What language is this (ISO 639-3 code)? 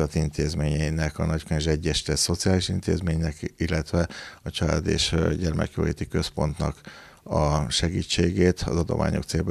hun